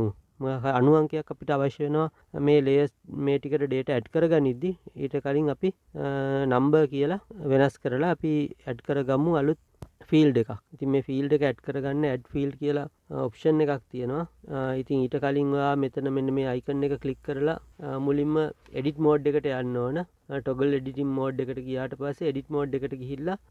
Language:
Sinhala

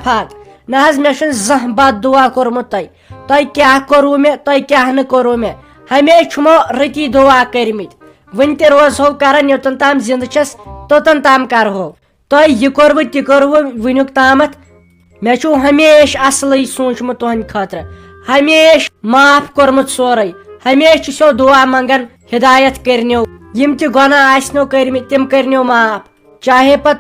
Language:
Kashmiri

